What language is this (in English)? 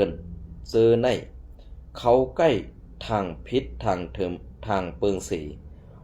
Shan